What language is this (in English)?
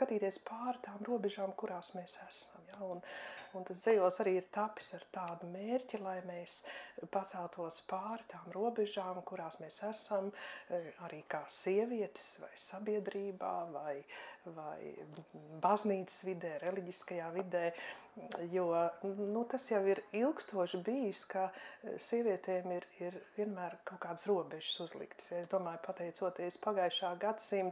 Latvian